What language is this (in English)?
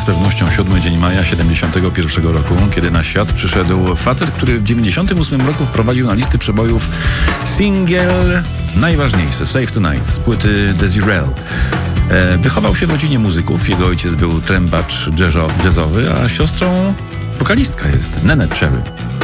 Polish